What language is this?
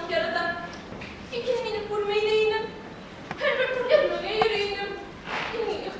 Bashkir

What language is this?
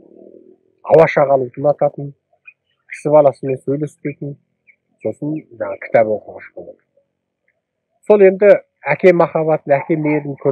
Kazakh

